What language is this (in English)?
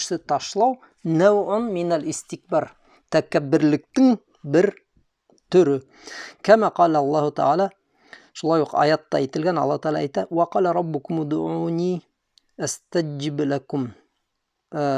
Bashkir